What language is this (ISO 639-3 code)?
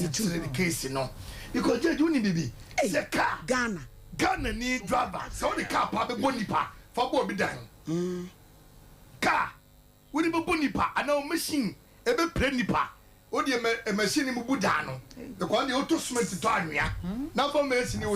aka